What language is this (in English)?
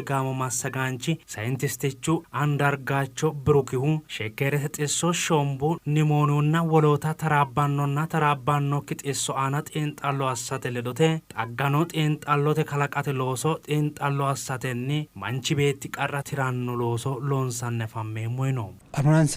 Sidamo